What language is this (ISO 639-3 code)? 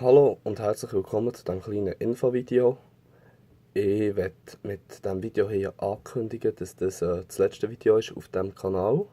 gsw